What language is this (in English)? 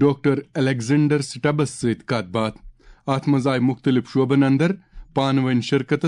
Kashmiri